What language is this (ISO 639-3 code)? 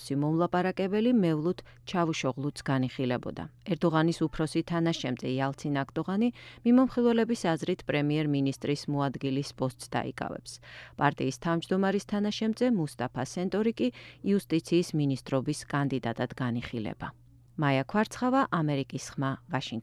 kat